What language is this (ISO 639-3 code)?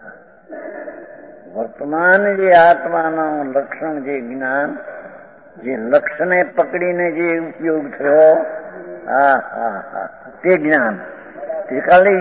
guj